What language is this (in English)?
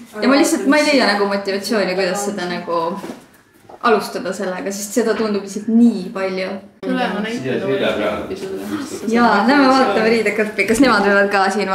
Estonian